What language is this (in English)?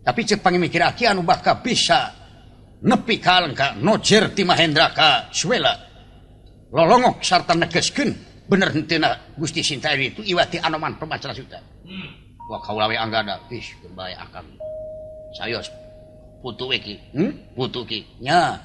Sundanese